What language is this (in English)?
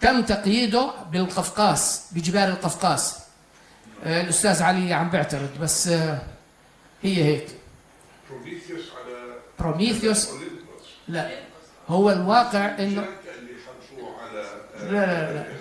North Levantine Arabic